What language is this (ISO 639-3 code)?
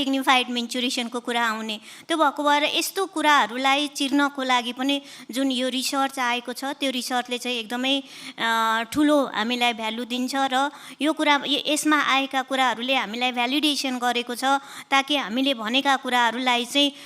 nep